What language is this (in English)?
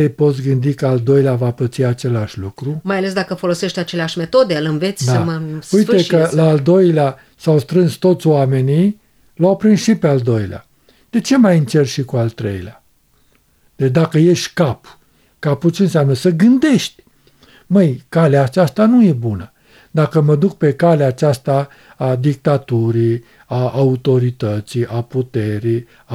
Romanian